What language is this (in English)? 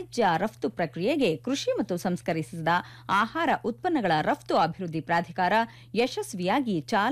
Kannada